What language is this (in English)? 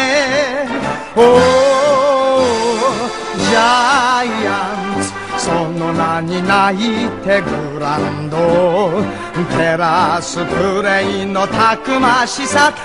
Japanese